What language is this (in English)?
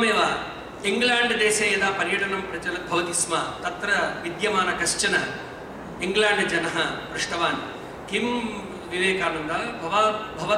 Sanskrit